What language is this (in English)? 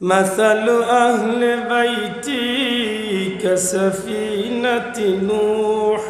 Sylheti